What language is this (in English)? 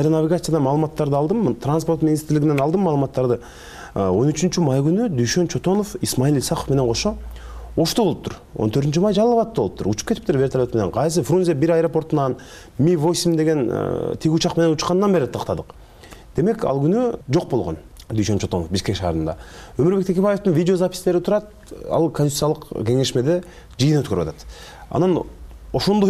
Kyrgyz